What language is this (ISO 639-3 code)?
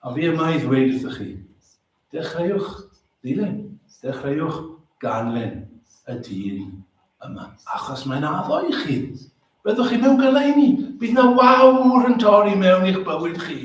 cym